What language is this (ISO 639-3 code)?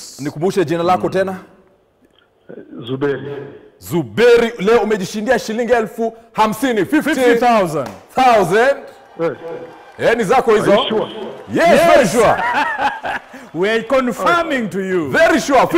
swa